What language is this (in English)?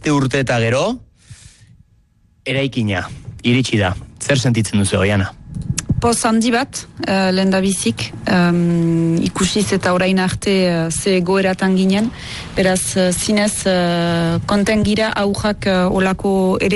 Basque